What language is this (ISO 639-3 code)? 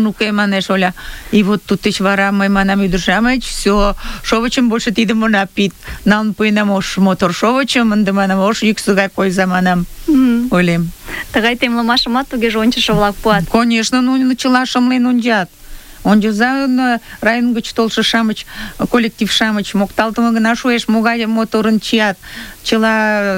chm